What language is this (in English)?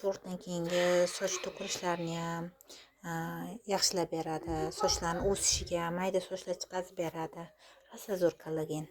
Uzbek